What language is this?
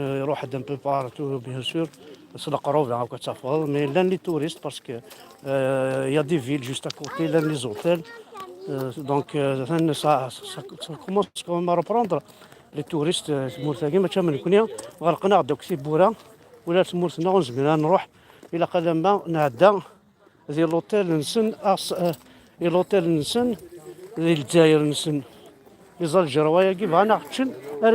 Kabyle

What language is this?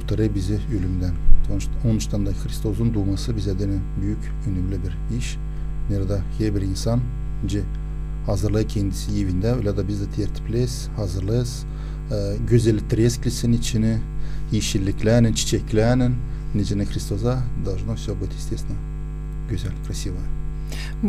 Gagauz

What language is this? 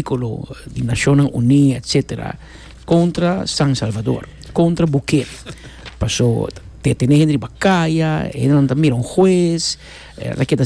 Papiamento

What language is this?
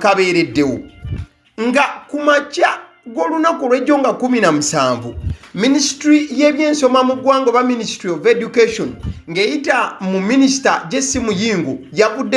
Ganda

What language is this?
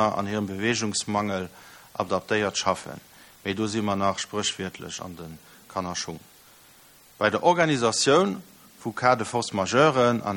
Luxembourgish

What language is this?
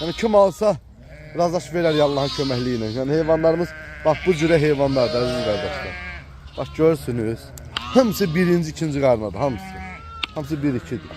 Azerbaijani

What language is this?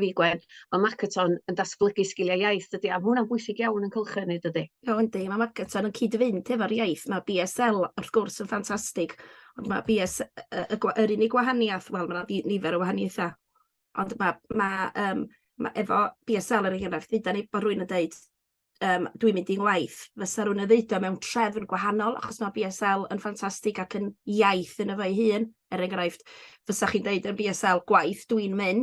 Welsh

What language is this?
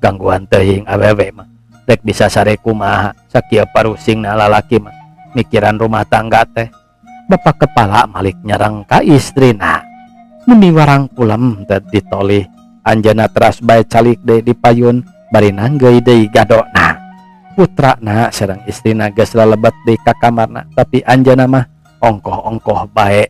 Sundanese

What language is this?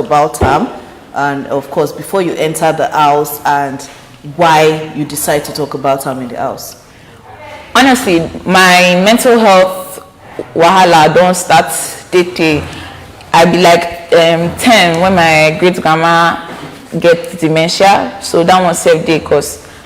Nigerian Pidgin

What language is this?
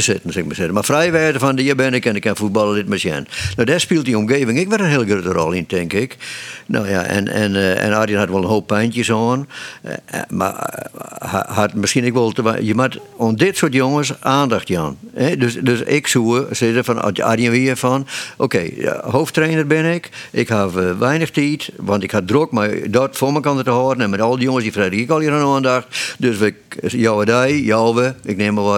Western Frisian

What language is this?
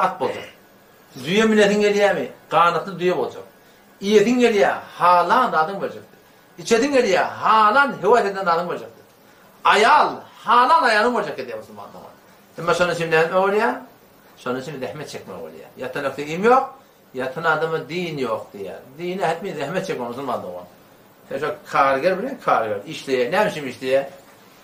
Turkmen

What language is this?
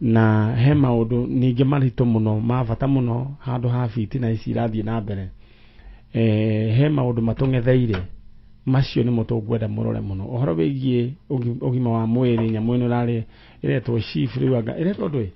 Kikuyu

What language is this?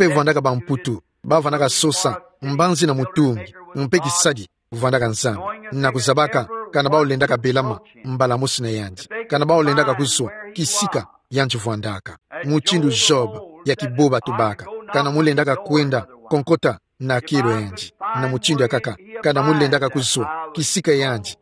Kituba (Democratic Republic of Congo)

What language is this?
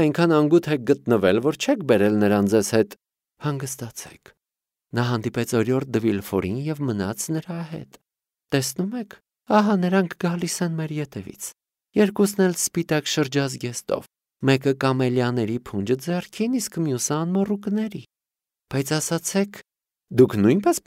Armenian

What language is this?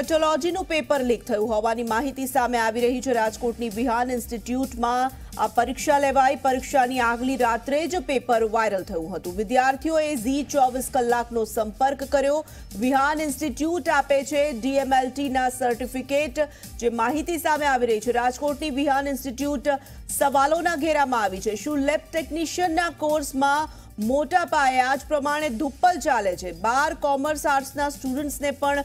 Gujarati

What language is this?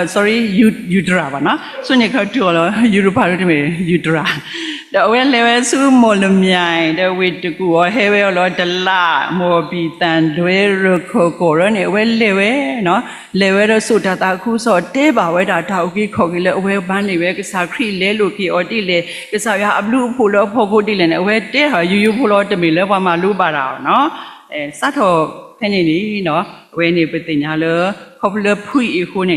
S'gaw Karen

